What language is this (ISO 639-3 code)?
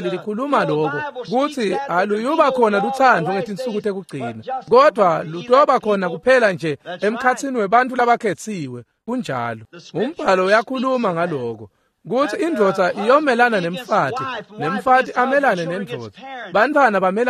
ssw